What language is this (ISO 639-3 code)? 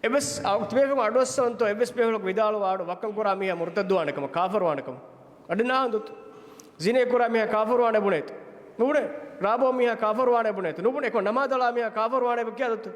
div